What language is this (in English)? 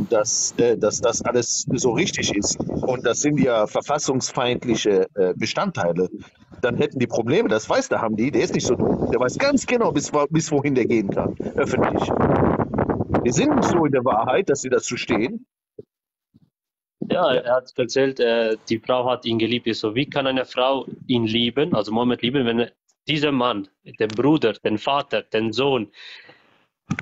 German